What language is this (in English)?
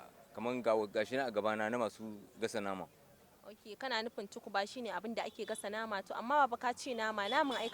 Hausa